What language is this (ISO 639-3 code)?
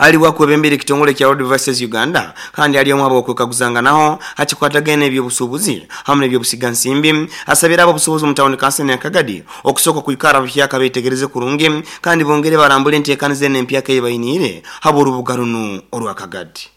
nyo